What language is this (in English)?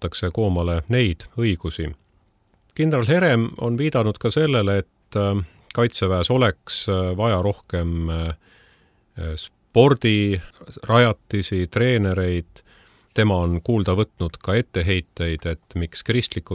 Estonian